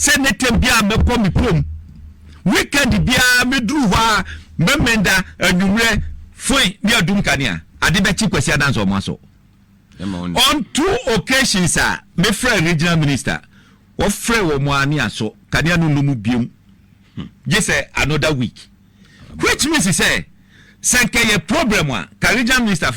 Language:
Akan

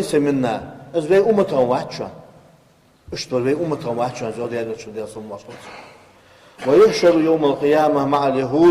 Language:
Ingush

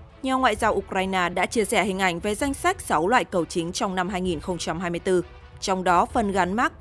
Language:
Vietnamese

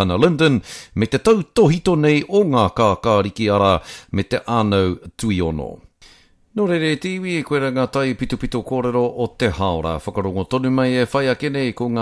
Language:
Māori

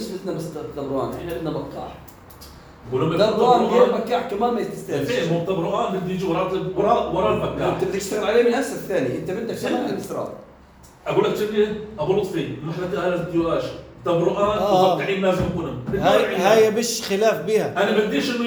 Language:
North Levantine Arabic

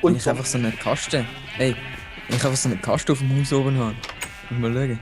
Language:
Swiss German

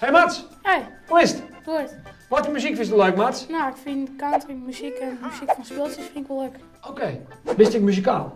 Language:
Western Frisian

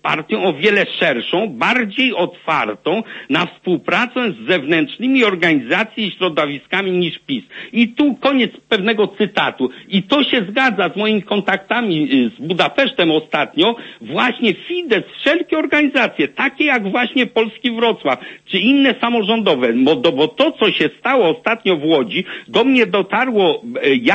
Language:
Polish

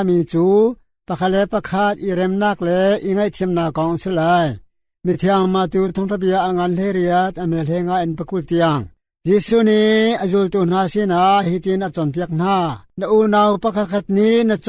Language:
Hakha Chin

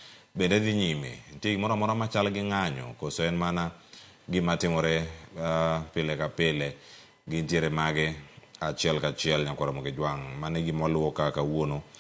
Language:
Luo (Kenya and Tanzania)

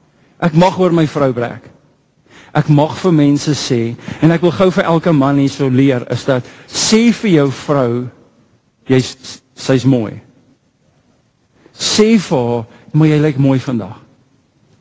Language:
Afrikaans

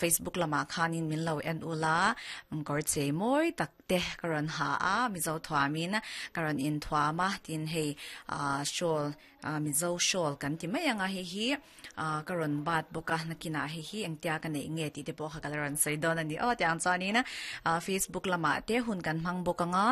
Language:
Mizo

